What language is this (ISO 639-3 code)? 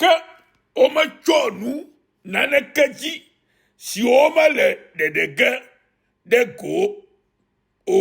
ewe